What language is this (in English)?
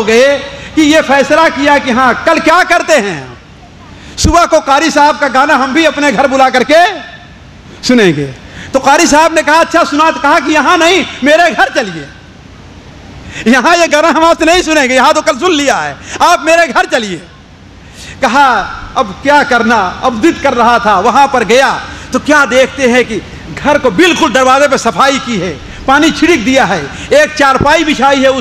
Urdu